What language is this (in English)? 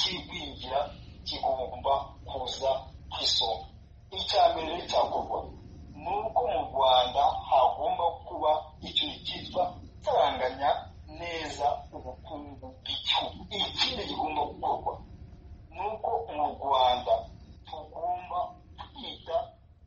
Kinyarwanda